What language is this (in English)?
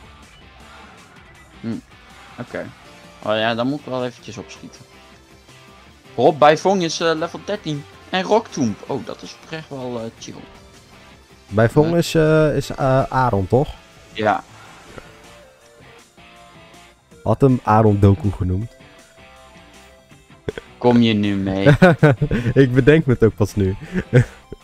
Dutch